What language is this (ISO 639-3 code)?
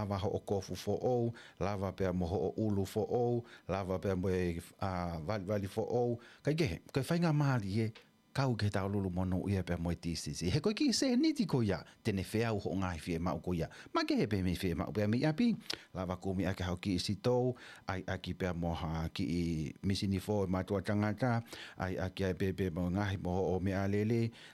ton